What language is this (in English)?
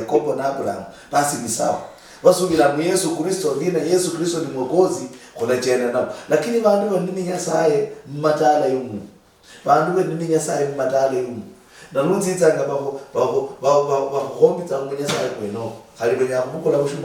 Luyia